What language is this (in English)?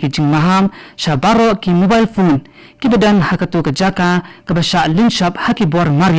Khasi